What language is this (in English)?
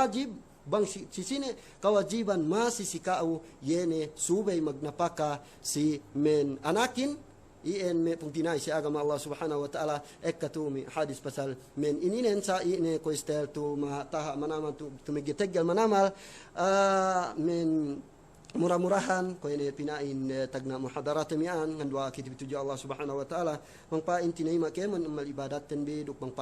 Yakan